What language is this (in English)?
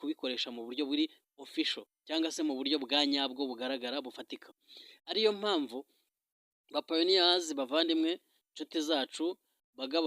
Kinyarwanda